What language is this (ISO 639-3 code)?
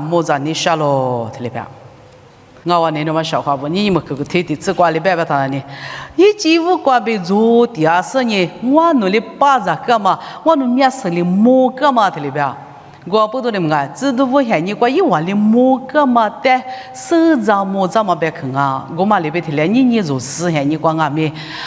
lis